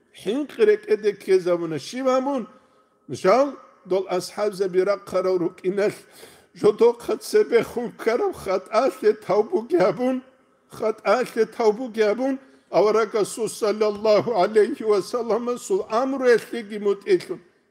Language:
Avaric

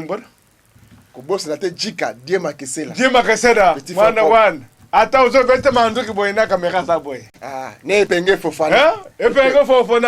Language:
Lingala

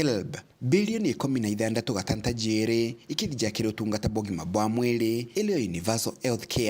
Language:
Meru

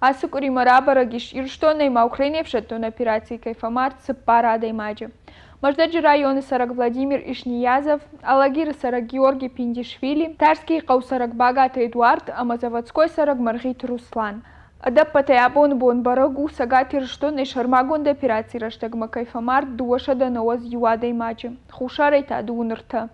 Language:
Ossetic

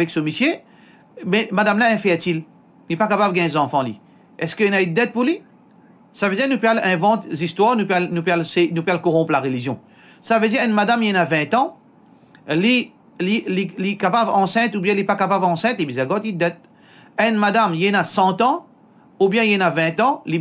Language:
Morisyen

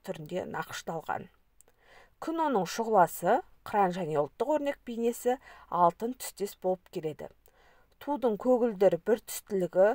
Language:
Kazakh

